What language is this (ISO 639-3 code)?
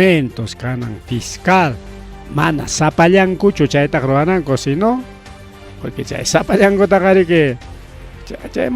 quy